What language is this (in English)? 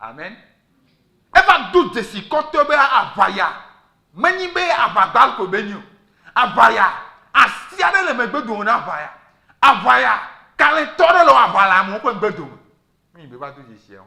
Ewe